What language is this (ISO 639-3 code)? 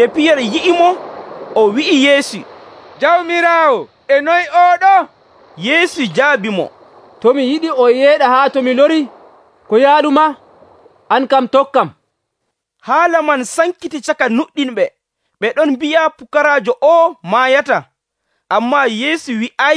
fuv